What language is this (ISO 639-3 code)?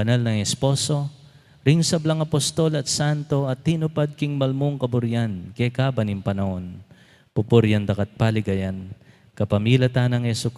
pam